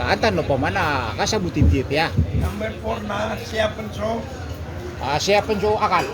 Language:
Maranao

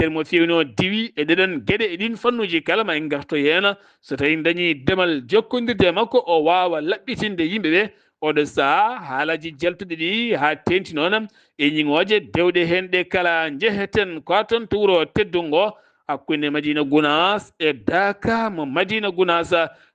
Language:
Fula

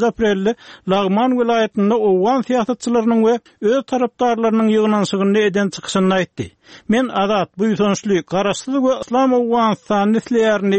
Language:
Turkmen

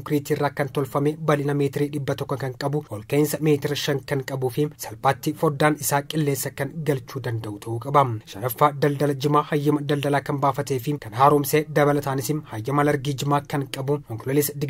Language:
Oromo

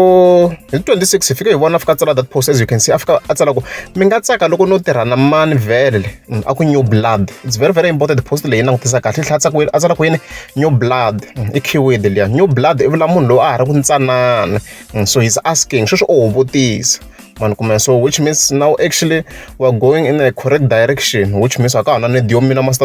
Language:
Tsonga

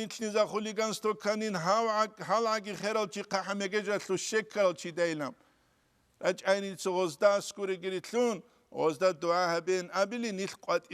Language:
Avaric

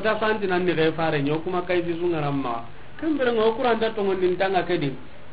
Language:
Soninke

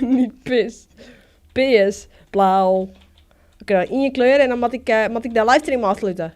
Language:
Western Frisian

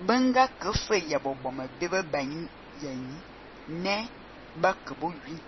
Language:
Fang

